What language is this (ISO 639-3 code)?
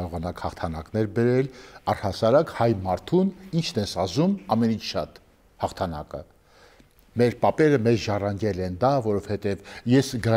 hye